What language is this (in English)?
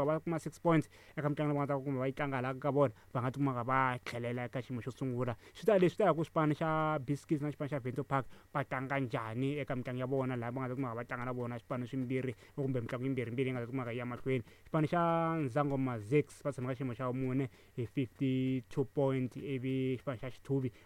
Tsonga